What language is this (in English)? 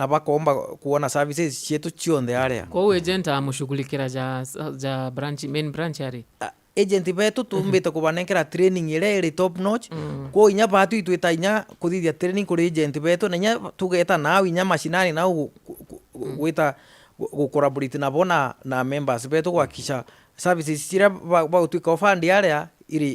Meru